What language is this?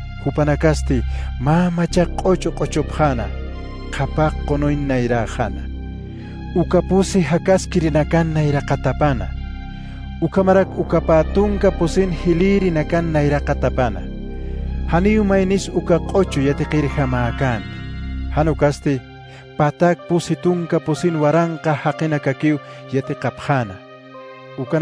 Aymara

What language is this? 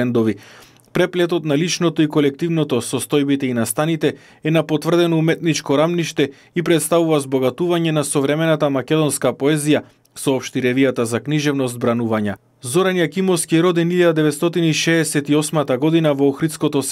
Macedonian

